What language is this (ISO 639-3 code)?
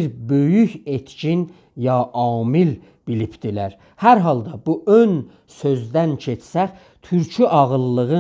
azb